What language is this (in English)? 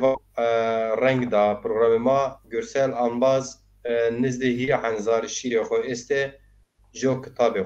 Zaza